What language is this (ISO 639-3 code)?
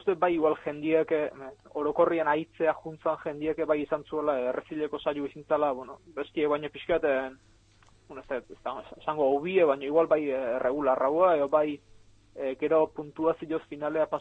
eus